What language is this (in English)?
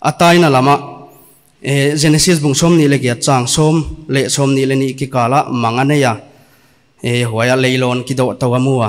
Paite Chin